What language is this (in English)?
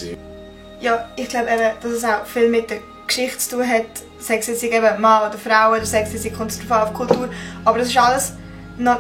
Swiss German